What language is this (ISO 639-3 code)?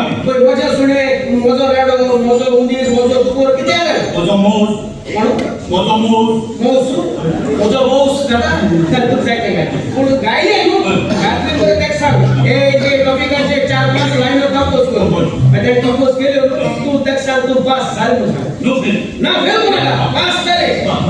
kok